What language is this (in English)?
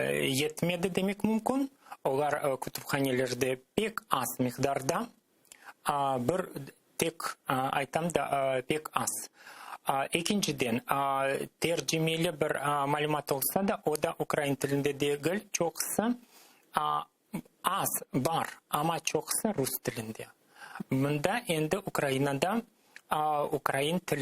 Crimean Tatar